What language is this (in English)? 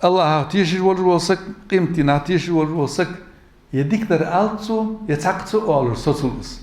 Ingush